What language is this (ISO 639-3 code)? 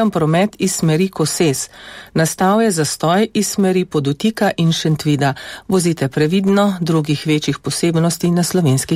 slv